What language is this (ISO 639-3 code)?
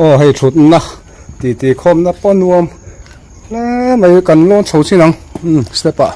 lus